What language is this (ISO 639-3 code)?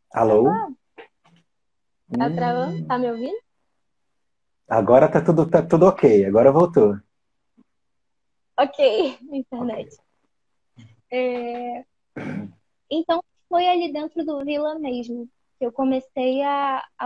por